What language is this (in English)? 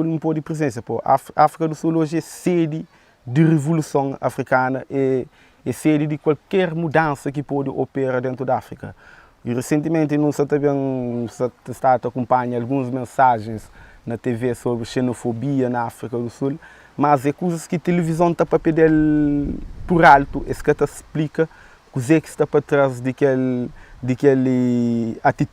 Kabuverdianu